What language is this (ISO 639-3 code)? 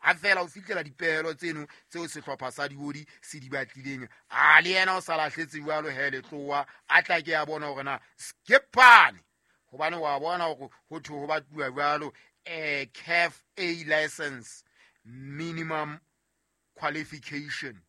sot